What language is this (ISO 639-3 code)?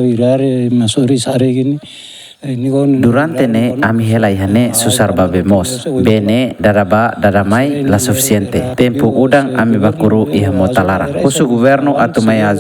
tet